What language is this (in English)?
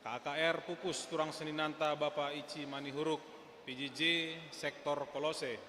Batak Karo